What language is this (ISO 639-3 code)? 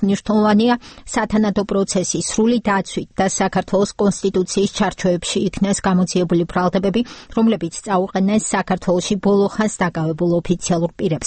kat